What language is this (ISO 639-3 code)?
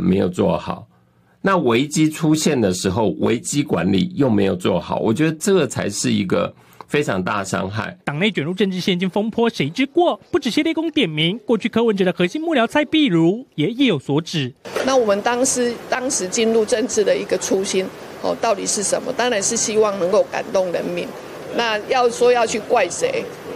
zho